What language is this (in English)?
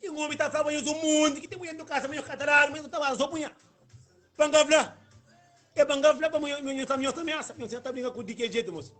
Kabuverdianu